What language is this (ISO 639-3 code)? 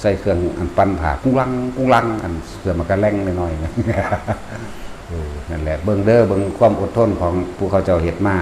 tts